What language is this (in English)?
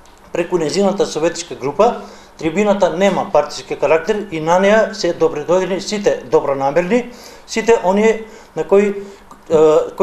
Macedonian